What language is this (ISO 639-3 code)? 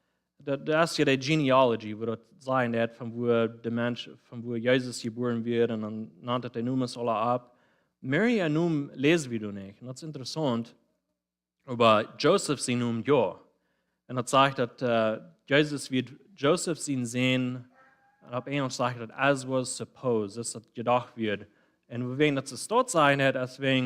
pdt